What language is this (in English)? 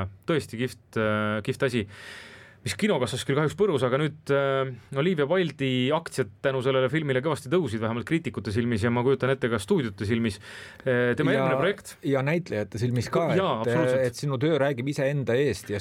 Estonian